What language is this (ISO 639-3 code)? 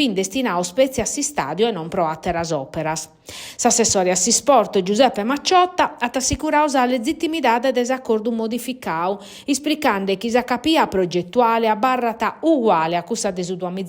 srd